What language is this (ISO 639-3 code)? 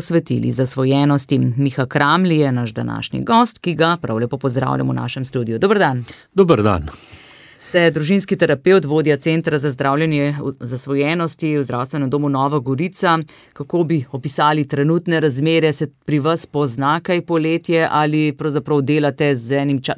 slv